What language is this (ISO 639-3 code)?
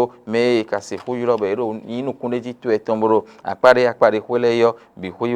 fon